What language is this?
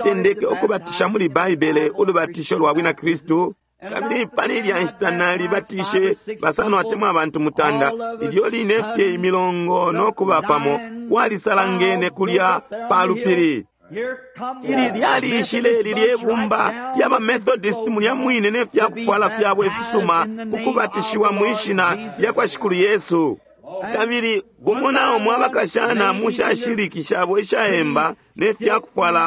Bemba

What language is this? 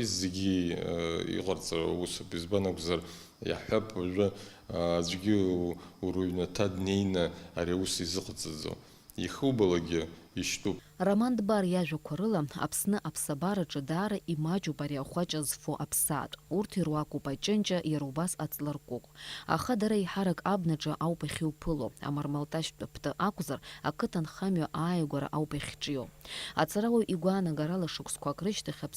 Abkhazian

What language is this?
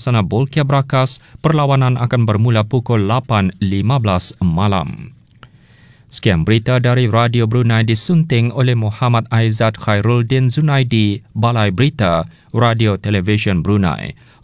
Malay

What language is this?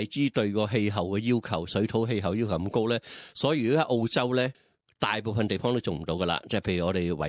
Cantonese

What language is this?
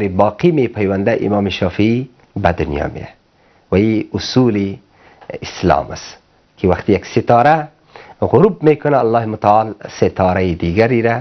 Persian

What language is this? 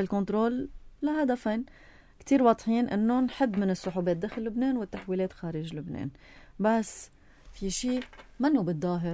North Levantine Arabic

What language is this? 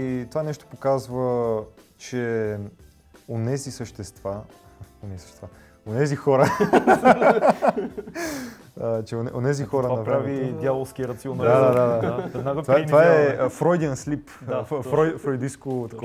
Bulgarian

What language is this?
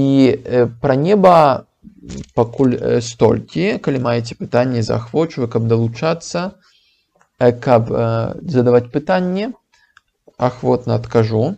Belarusian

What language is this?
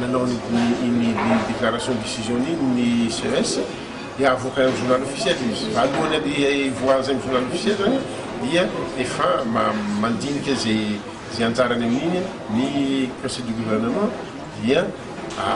Malagasy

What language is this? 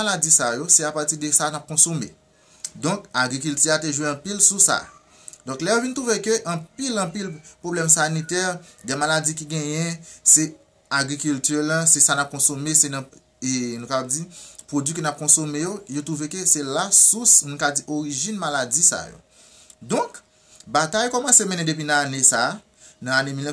Haitian Creole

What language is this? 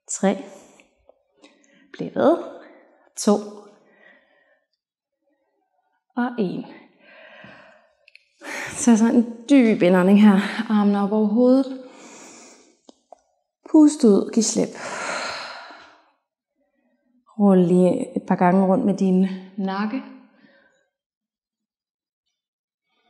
Danish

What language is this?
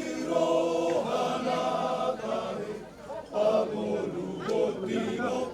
Batak Toba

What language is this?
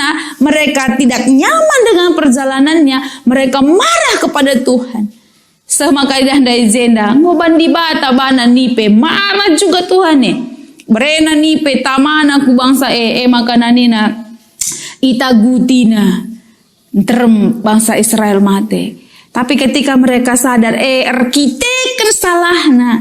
Batak Karo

